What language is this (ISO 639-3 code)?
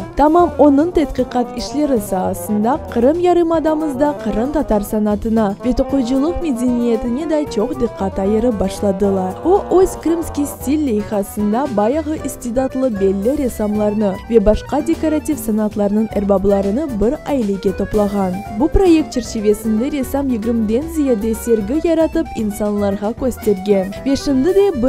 crh